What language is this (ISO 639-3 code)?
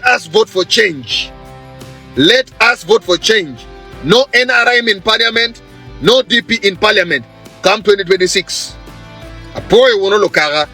ach